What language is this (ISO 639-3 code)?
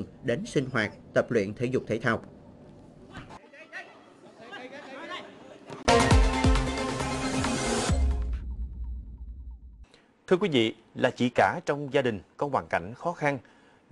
vie